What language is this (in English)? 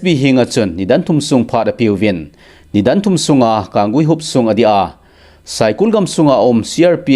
Thado Chin